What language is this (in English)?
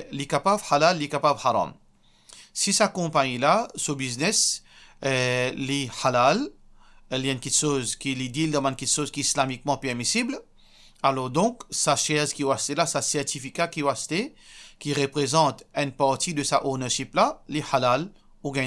Morisyen